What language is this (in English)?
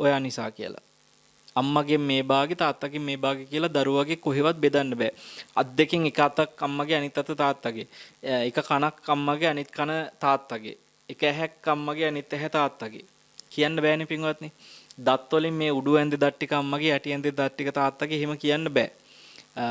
Sinhala